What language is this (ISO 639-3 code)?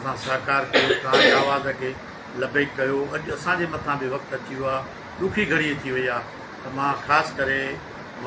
snd